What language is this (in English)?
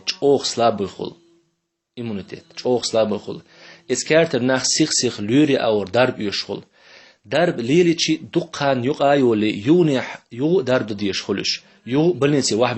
Chechen